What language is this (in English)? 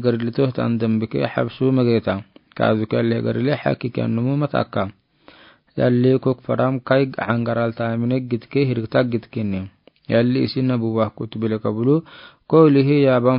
Afar